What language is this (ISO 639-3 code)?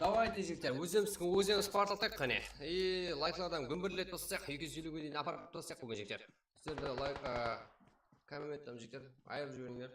kaa